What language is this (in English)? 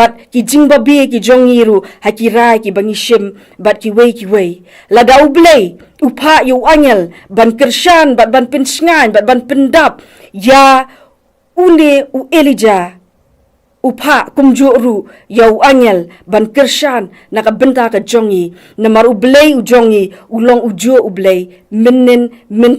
Khasi